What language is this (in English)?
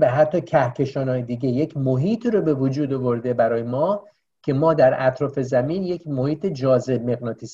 Persian